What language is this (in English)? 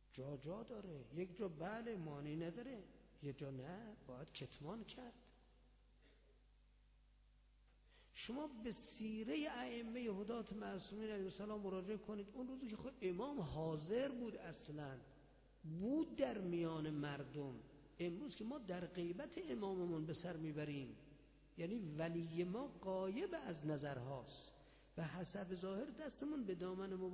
Persian